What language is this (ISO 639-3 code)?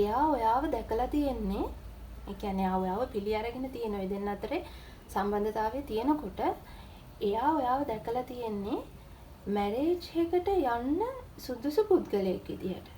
sin